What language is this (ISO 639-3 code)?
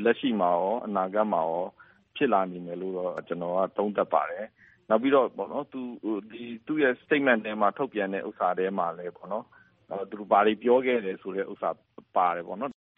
mya